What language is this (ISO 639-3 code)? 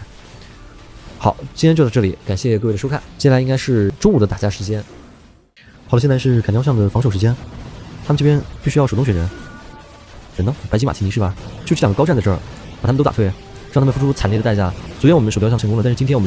zho